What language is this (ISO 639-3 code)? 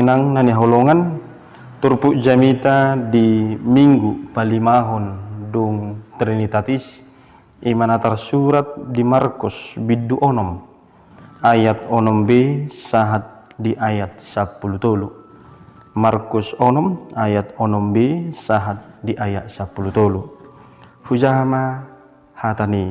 bbc